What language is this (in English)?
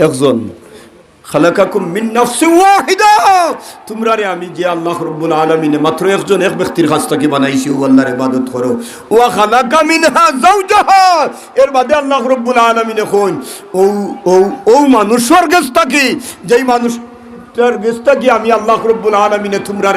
Sylheti